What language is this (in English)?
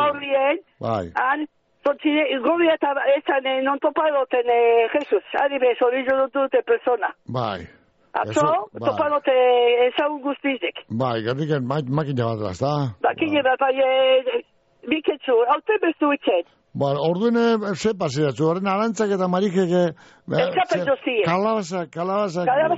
Basque